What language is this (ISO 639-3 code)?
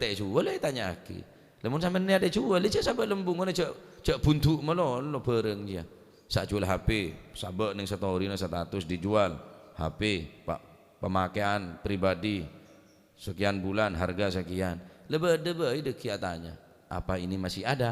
mad